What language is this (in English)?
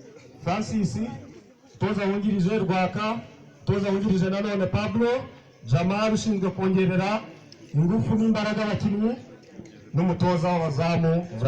Kinyarwanda